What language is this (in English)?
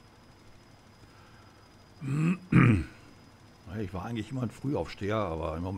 German